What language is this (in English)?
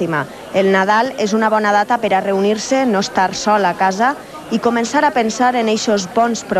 Catalan